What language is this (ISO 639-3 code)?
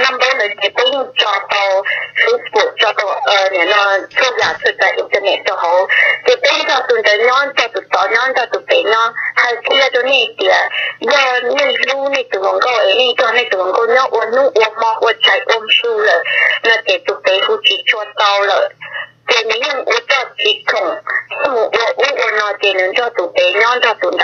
hmn